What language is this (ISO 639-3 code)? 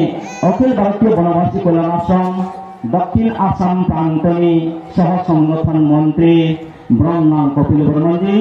ria